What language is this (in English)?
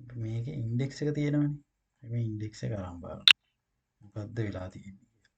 Sinhala